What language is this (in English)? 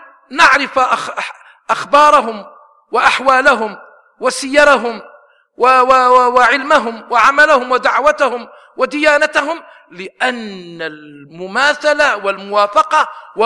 Arabic